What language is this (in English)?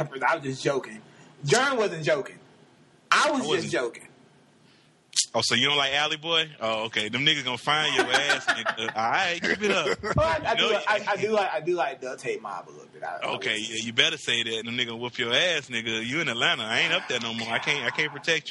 English